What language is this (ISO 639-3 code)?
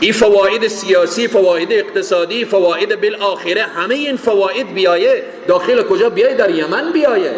fas